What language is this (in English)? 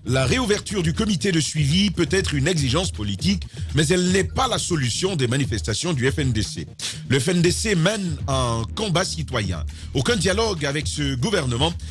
French